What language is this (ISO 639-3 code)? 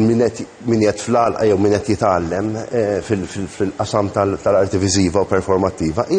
mlt